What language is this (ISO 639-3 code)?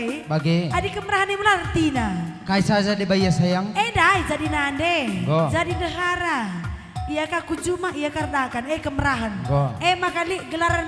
btx